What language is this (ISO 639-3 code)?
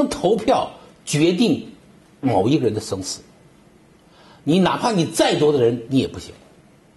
zho